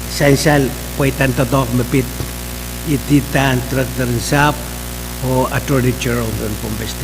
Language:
Pohnpeian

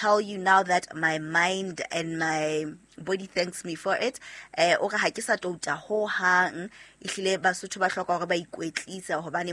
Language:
Southern Sotho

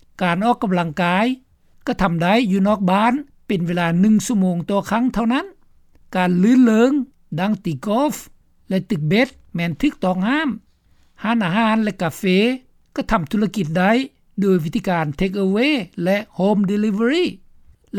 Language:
Lao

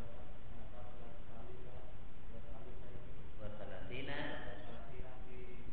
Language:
Indonesian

